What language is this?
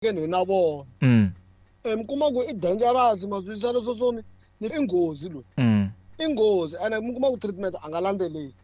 Tsonga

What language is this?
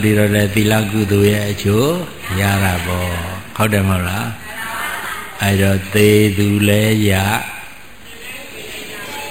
Burmese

